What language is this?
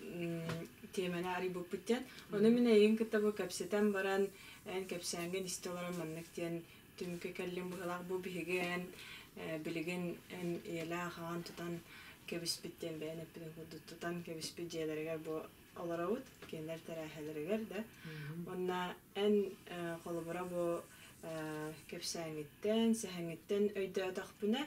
Yakut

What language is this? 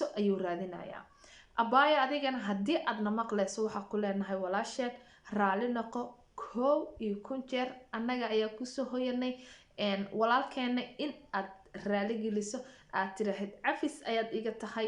Somali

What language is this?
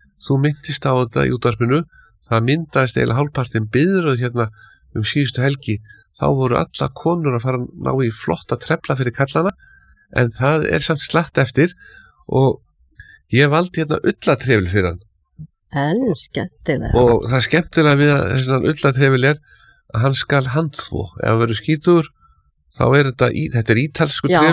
Icelandic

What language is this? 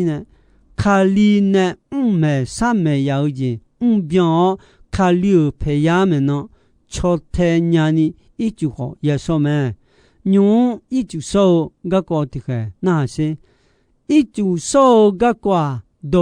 Akha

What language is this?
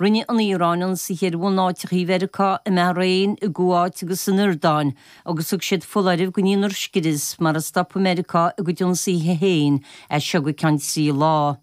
Irish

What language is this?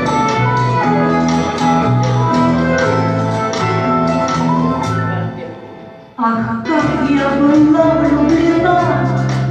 Russian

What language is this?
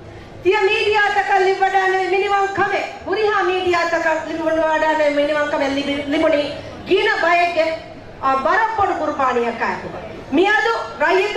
Divehi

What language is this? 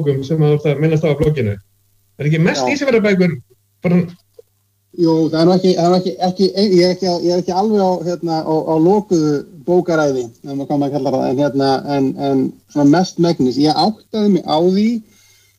Icelandic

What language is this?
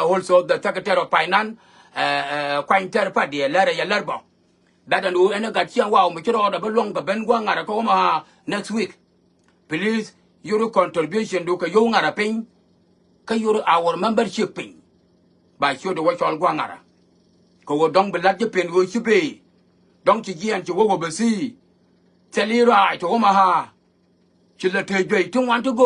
Nuer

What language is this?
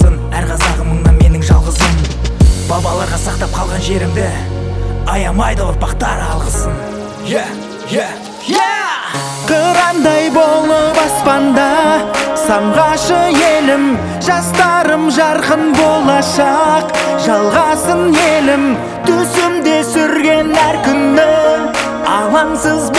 Kazakh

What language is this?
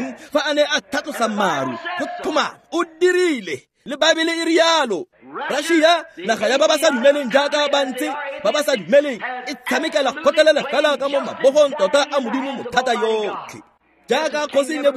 Tswana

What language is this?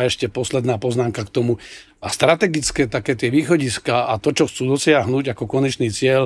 Slovak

